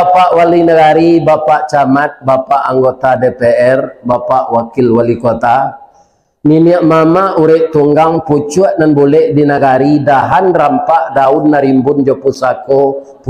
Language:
Minangkabau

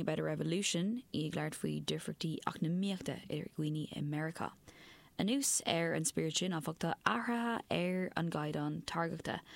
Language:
Irish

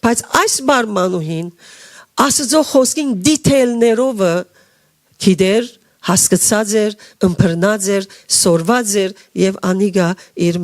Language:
Western Armenian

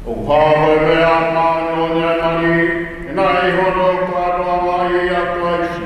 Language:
Tongan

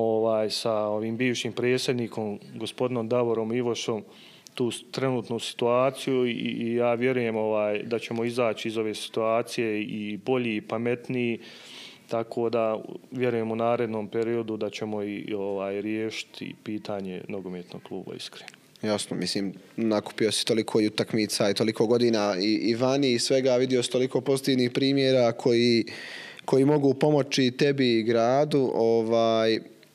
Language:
Bosnian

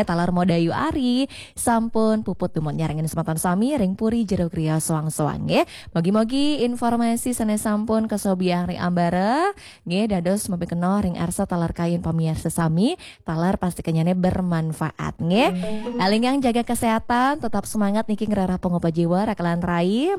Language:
Balinese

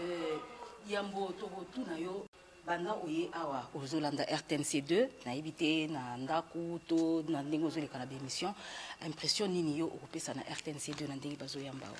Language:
Lingala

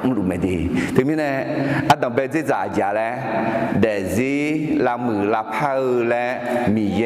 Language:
Akha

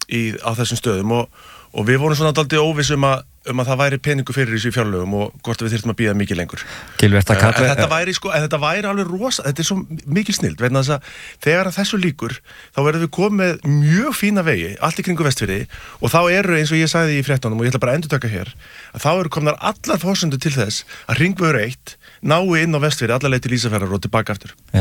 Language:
Icelandic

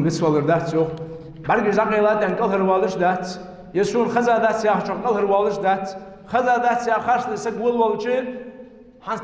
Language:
Ingush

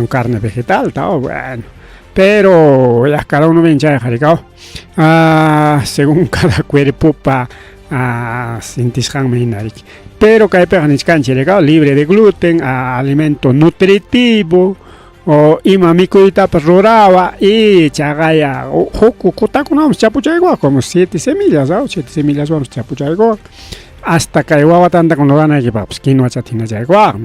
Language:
Ayacucho Quechua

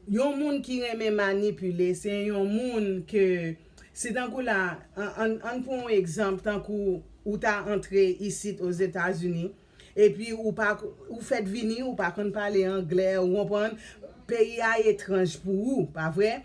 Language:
Haitian Creole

